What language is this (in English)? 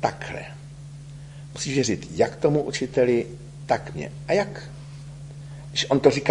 Czech